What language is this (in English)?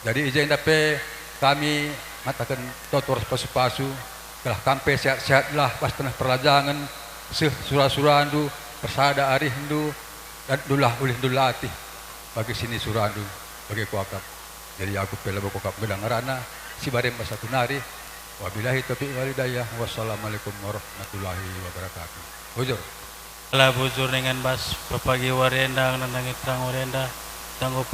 Batak Karo